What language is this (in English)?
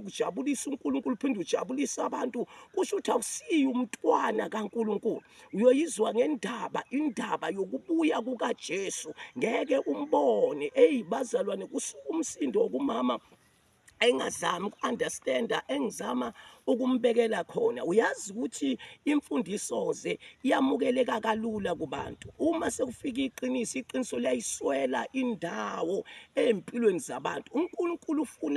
Zulu